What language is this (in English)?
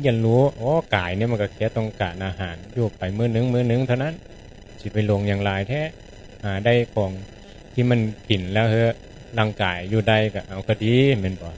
Northeastern Thai